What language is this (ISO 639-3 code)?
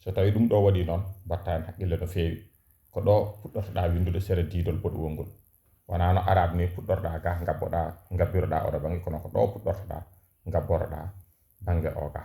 ful